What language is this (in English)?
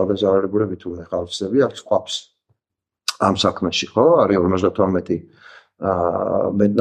Georgian